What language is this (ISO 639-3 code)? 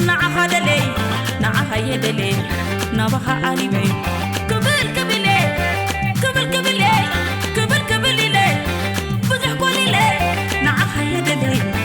tir